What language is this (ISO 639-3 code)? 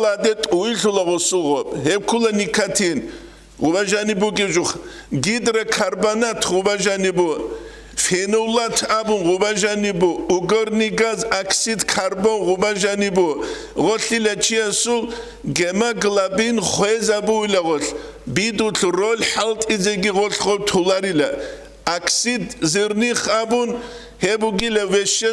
ava